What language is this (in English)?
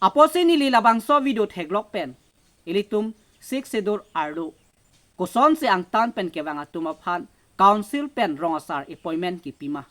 Karbi